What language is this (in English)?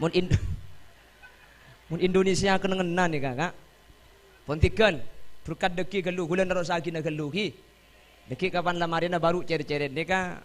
Madurese